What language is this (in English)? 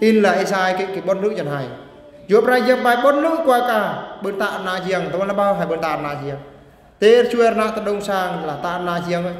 Eastern Bru